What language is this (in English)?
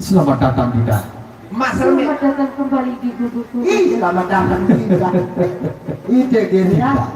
Sasak